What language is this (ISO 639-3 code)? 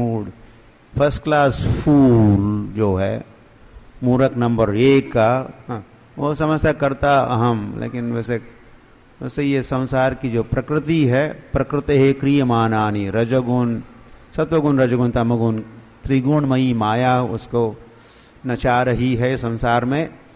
hin